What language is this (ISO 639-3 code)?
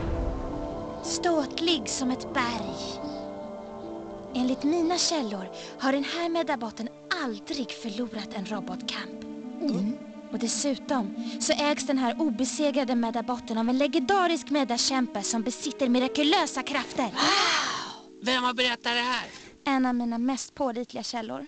swe